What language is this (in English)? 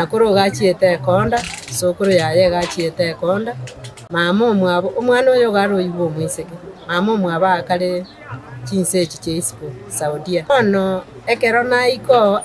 Gusii